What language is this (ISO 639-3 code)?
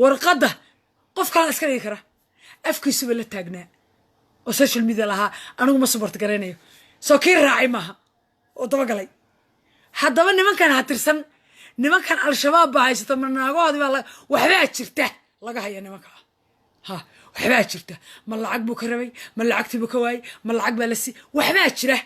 som